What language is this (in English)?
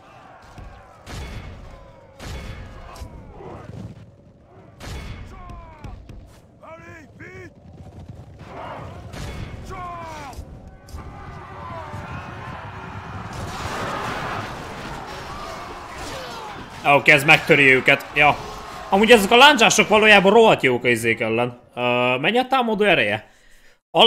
Hungarian